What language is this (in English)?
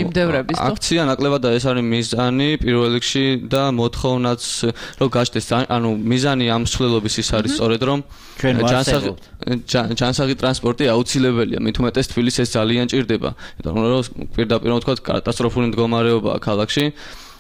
Georgian